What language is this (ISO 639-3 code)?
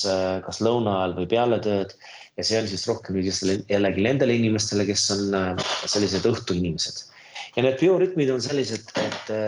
est